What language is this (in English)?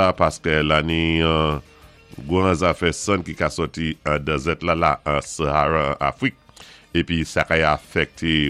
Saint Lucian Creole French